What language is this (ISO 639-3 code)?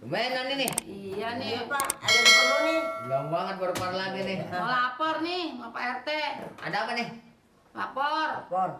bew